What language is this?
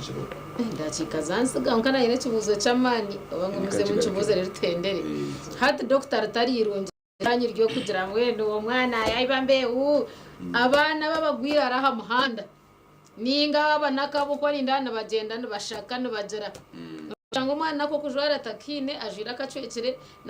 Nyankole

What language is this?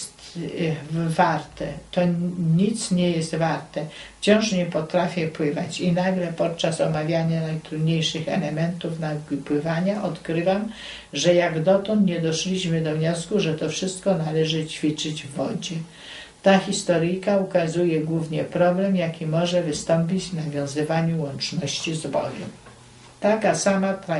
Polish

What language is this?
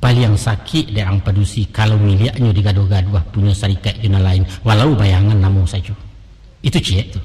Minangkabau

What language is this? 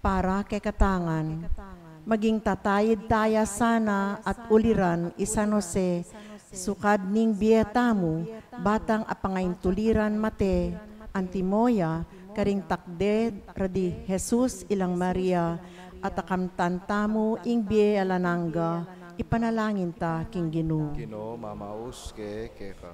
Pampanga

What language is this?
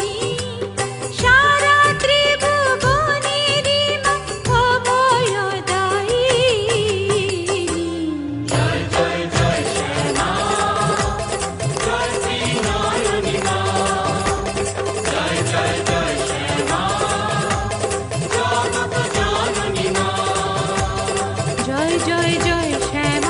Bangla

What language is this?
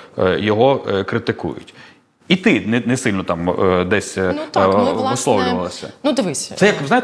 Ukrainian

